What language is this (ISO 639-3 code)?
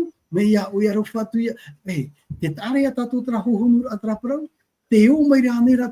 tah